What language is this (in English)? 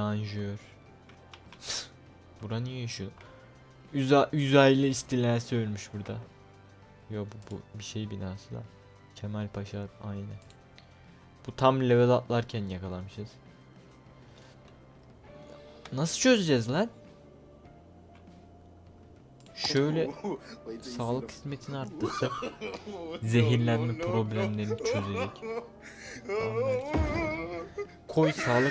Turkish